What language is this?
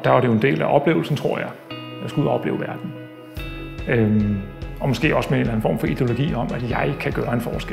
Danish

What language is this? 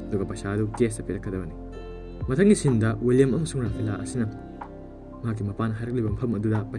Manipuri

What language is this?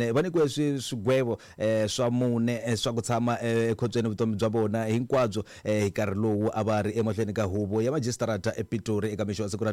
Tsonga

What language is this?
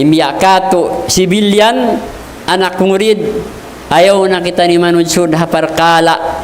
Tausug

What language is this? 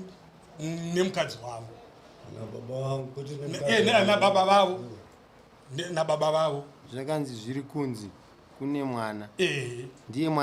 Shona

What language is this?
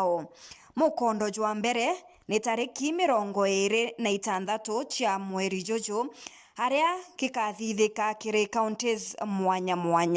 Meru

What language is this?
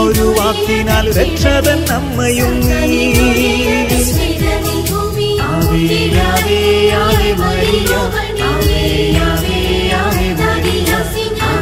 Malayalam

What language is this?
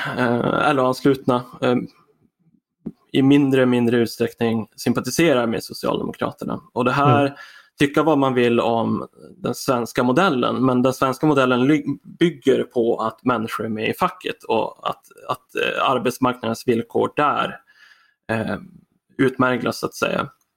Swedish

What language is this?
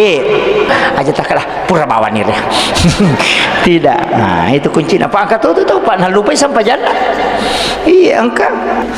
Buginese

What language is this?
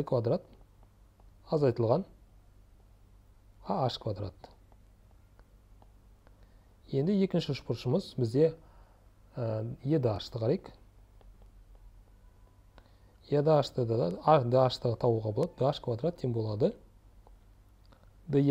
Kazakh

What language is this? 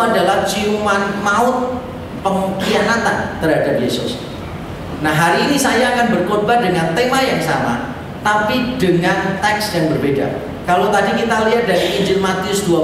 Indonesian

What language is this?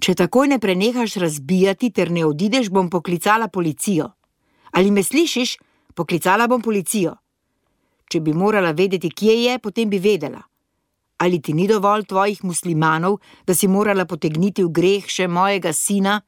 Slovenian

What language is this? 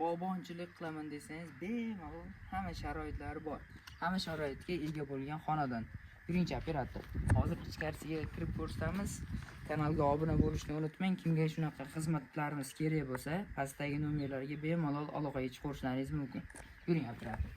Uzbek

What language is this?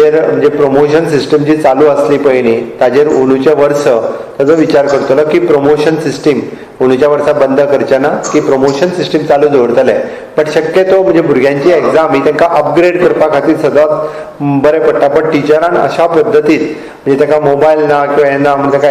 Konkani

